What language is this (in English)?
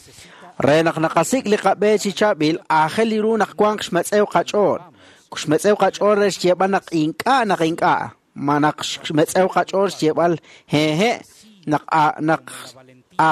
Kekchí